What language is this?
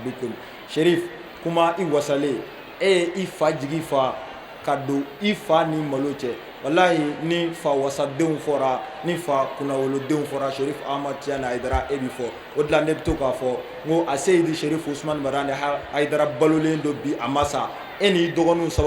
Bambara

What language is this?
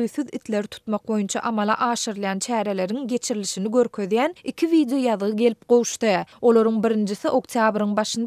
Turkmen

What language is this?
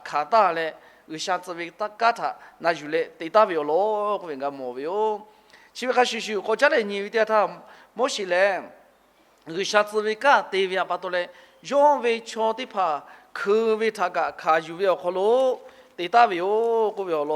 Lahu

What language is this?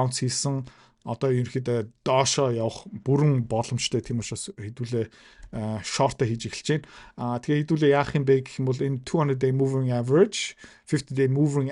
Mongolian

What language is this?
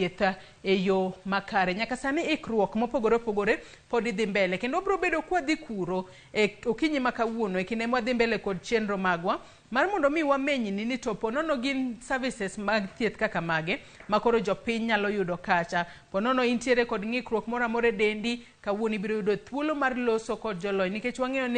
Luo (Kenya and Tanzania)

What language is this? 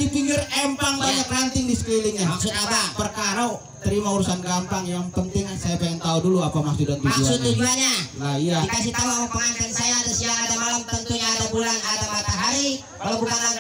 Betawi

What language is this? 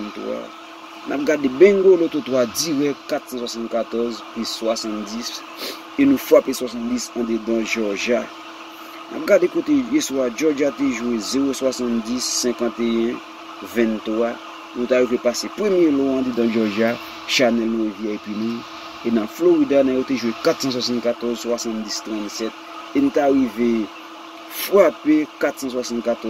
Haitian Creole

